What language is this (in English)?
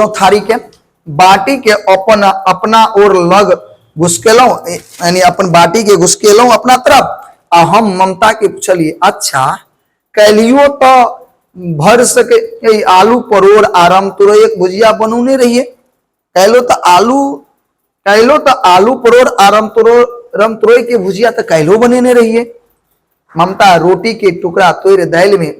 Maithili